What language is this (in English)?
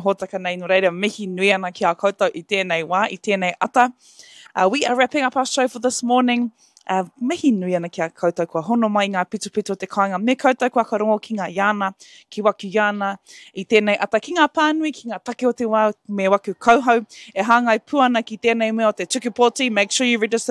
Māori